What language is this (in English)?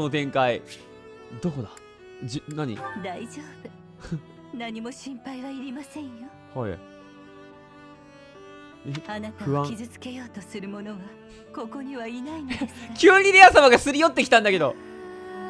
Japanese